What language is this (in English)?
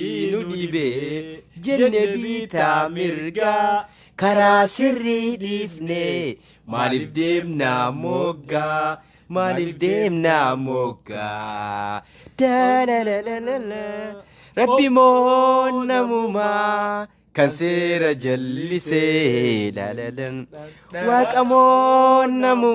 Oromo